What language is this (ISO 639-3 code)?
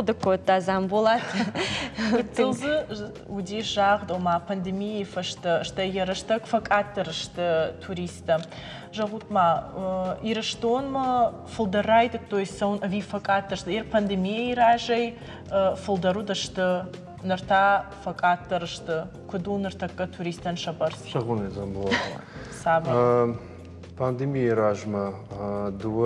oss